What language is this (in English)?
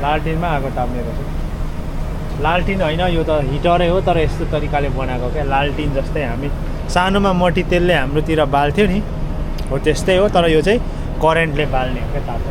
Nepali